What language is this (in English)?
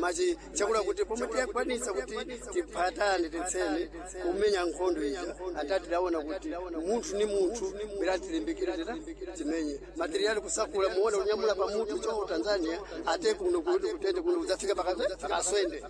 Sena